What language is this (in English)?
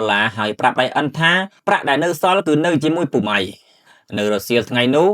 Khmer